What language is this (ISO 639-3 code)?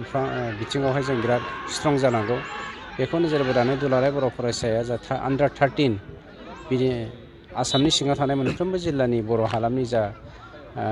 brx